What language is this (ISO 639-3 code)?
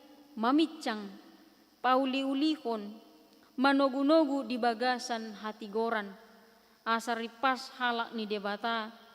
bbc